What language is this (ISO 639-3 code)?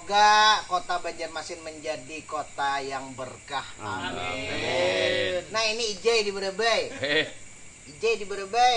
bjn